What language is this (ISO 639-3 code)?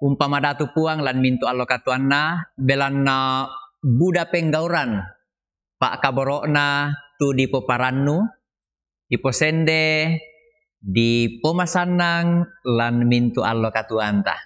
sda